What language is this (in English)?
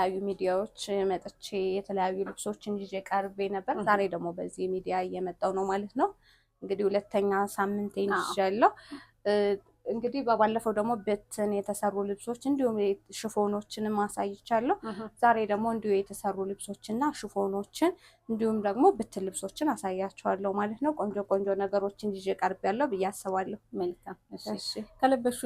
Amharic